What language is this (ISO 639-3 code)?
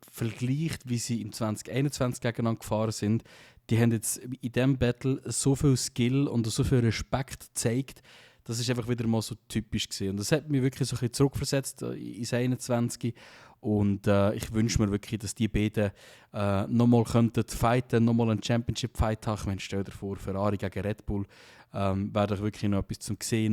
gsw